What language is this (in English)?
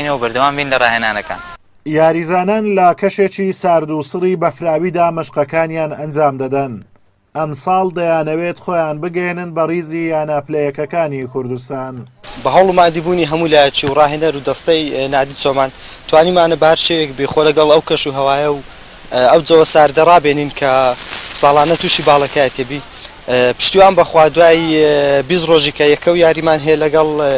Central Kurdish